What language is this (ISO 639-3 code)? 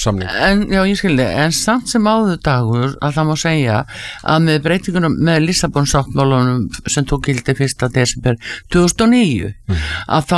isl